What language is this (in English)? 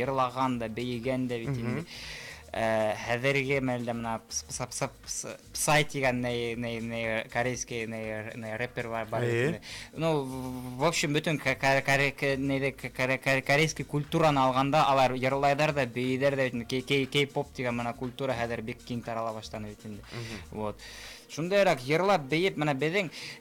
Bashkir